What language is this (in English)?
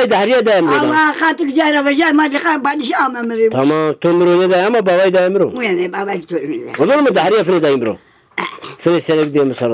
Zaza